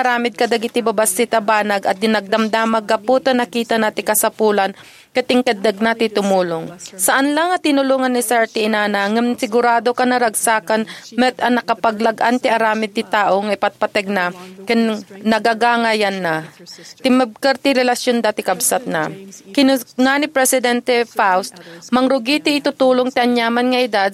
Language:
Iloko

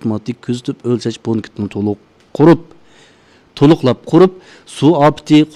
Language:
Uyghur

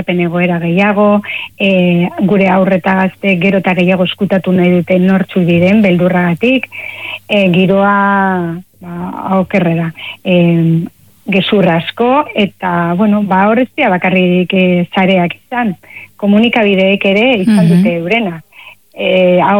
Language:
Basque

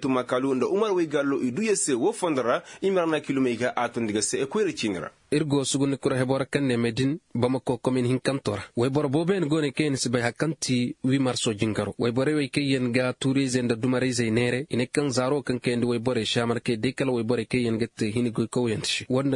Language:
Koyraboro Senni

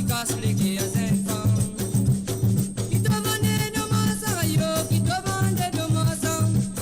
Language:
Morisyen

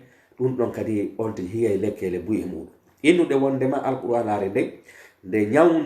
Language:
Pular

